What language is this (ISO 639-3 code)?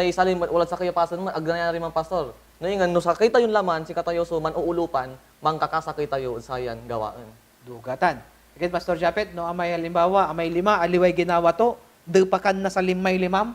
pag